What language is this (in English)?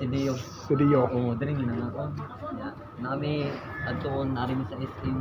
Cebuano